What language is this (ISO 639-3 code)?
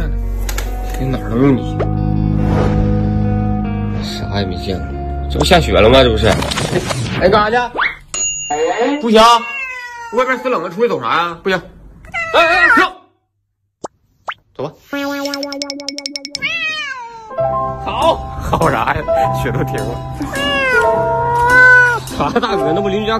zho